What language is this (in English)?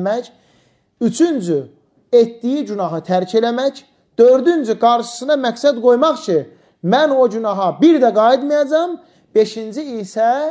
Azerbaijani